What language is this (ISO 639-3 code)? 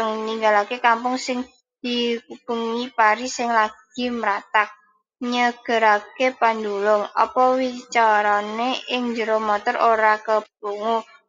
jav